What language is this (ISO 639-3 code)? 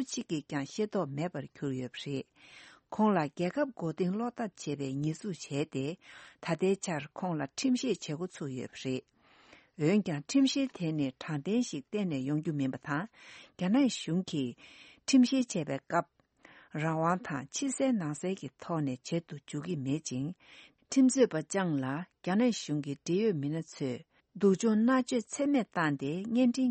bod